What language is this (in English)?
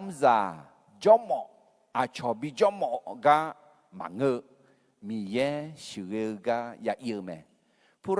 Akha